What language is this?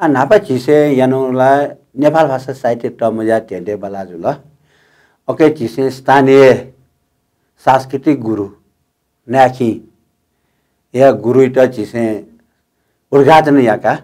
Newari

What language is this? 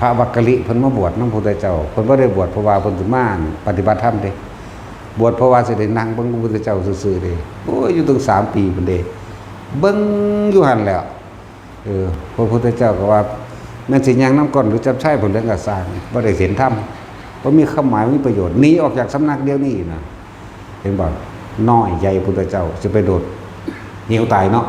Northeastern Thai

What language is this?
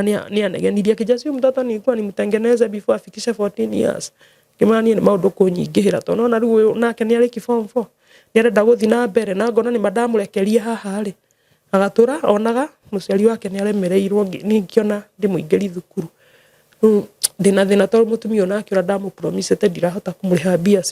Kikuyu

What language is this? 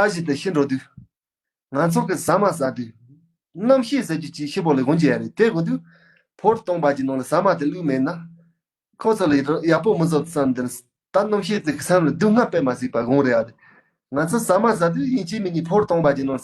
Tibetan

